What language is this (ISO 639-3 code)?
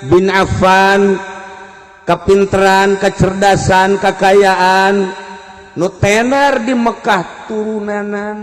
sun